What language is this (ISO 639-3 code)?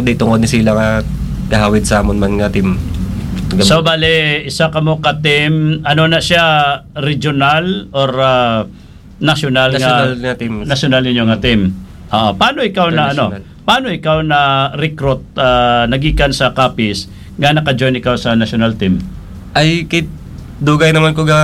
hil